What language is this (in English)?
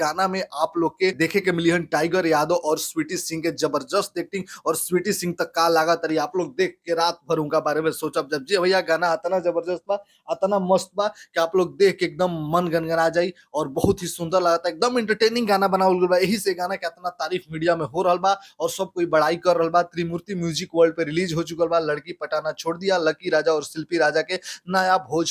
Bhojpuri